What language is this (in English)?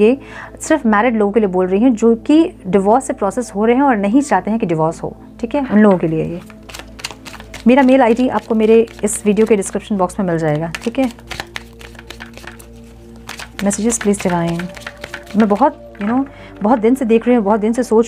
Hindi